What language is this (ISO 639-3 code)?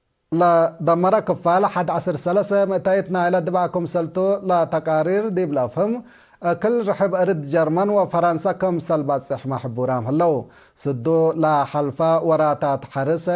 tig